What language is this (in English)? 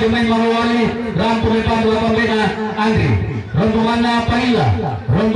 Toraja-Sa'dan